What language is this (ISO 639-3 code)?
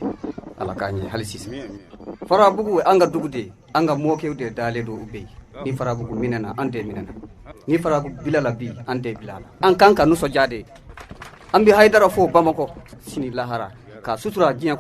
bam